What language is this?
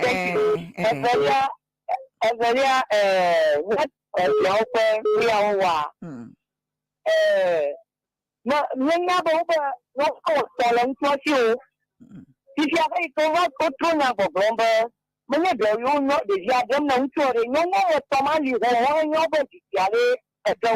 Ewe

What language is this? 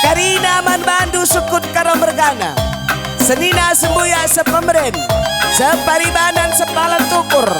Batak Karo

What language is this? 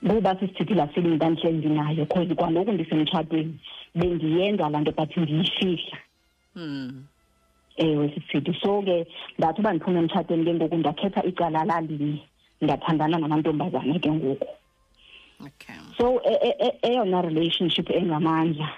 Xhosa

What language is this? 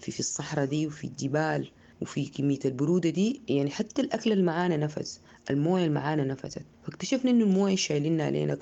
Sudanese Arabic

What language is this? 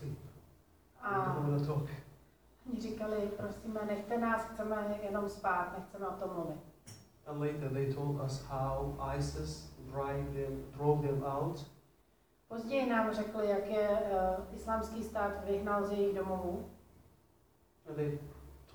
Czech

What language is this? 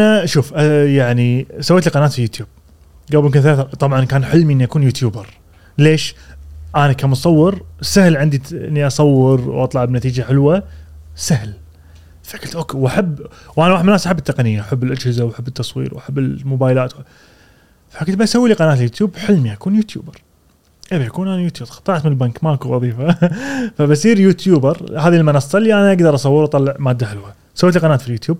Gulf Arabic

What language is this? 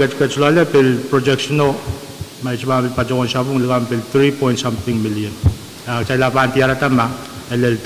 Pohnpeian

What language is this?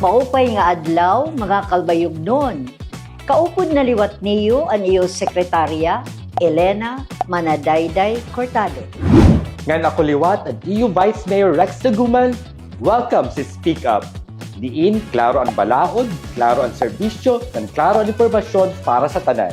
Waray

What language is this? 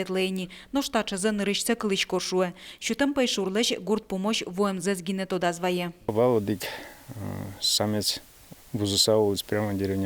Udmurt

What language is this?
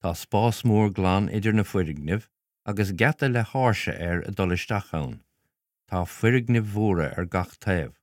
Irish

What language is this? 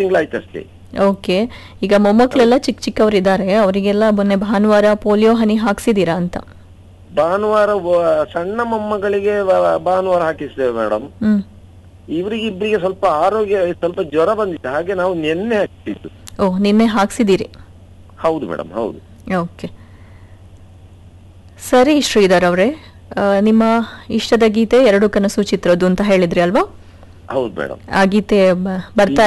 Kannada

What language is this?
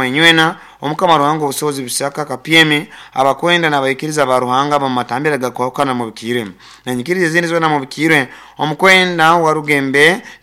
Nyoro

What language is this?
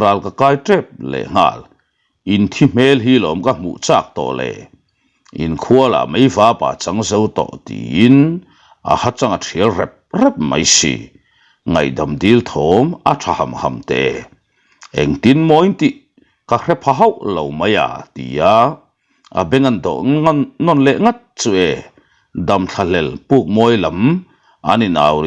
Mizo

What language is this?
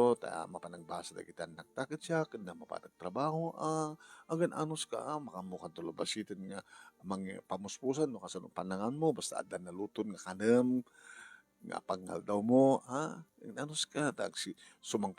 Iloko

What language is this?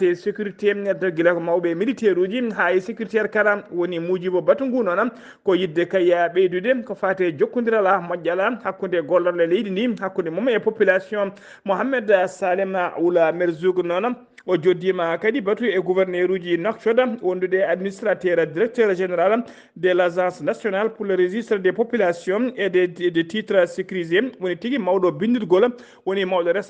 Fula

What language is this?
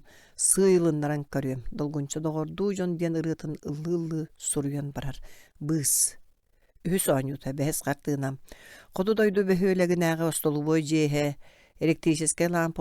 Yakut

